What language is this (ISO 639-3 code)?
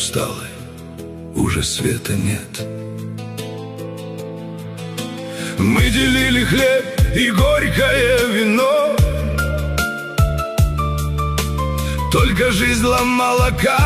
rus